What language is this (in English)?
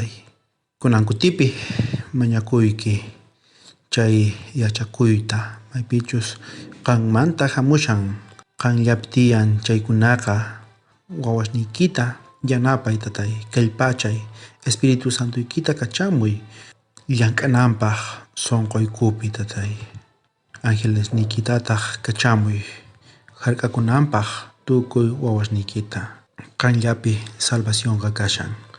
South Bolivian Quechua